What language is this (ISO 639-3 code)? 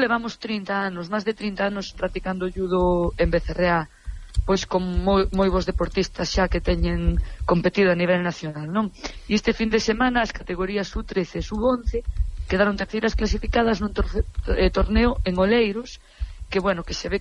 glg